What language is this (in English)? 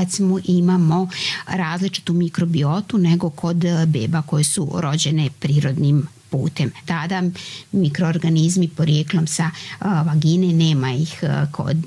Serbian